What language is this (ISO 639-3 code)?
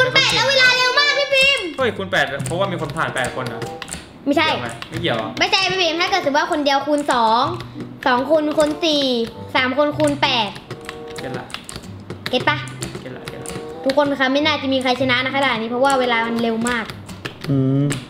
tha